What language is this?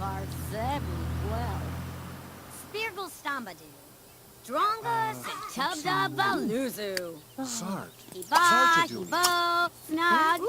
Bavarian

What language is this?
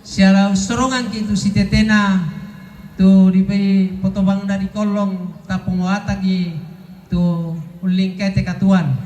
Toraja-Sa'dan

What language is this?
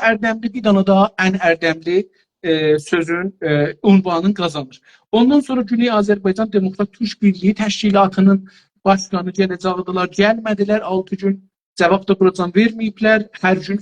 South Azerbaijani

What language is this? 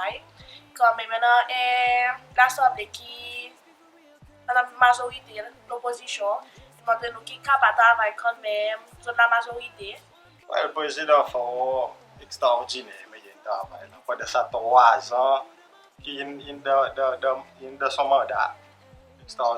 Seselwa Creole French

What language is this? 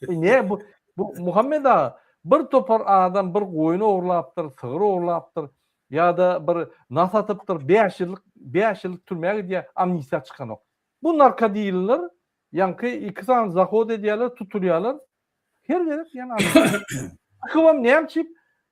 Turkmen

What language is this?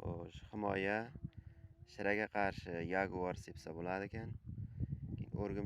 Uzbek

